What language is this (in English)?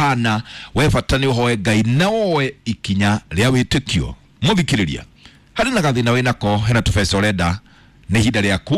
Kikuyu